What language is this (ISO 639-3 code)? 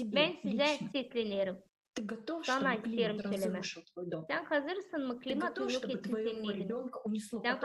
gag